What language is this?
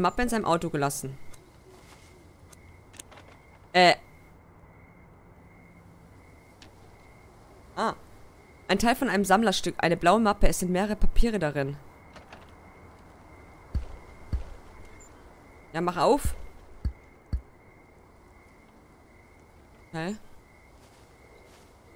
German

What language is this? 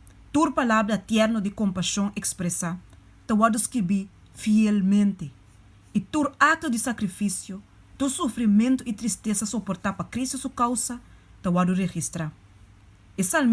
Papiamento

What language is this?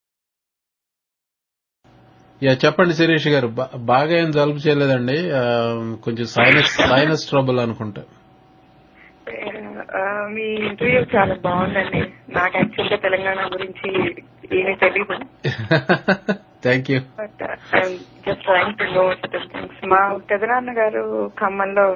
Telugu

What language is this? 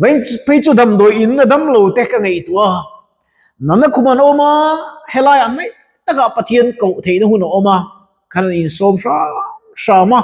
Mizo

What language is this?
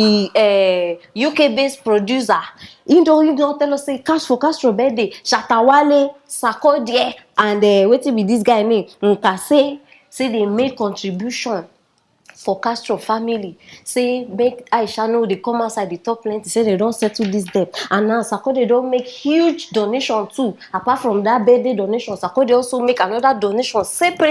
Nigerian Pidgin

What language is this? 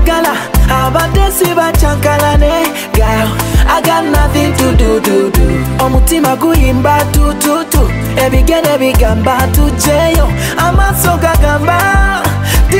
Ganda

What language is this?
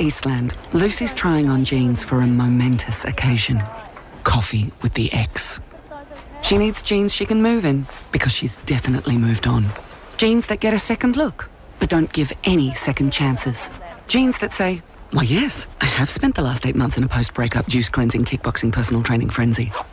English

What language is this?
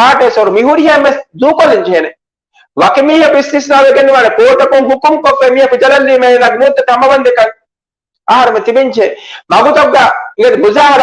Divehi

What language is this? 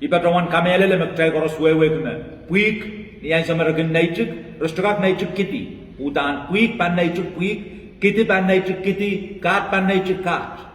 Pohnpeian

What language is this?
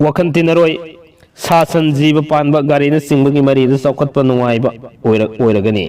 Manipuri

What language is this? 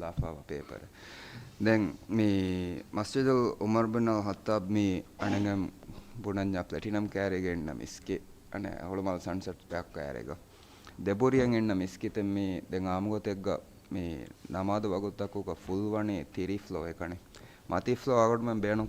Divehi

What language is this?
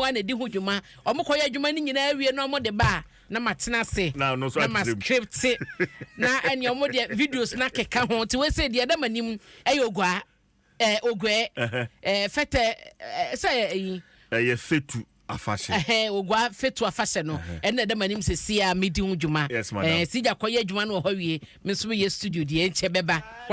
Akan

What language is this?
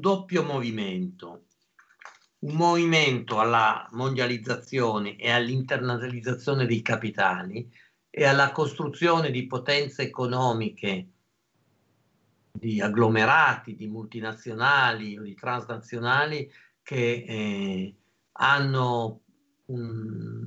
Italian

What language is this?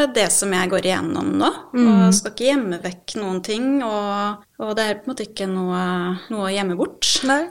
Norwegian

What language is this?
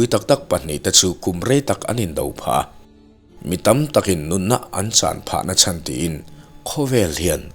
Mizo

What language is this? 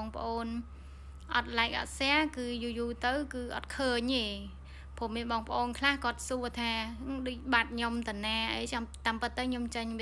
Khmer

